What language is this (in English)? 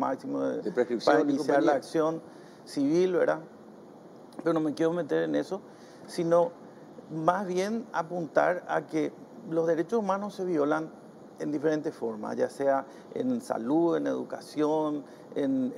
Spanish